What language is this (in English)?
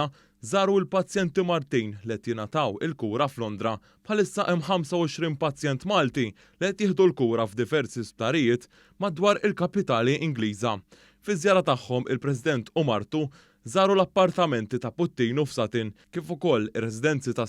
Maltese